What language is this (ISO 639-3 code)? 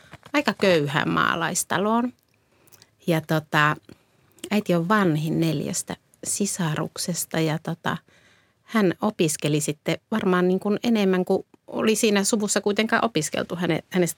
fin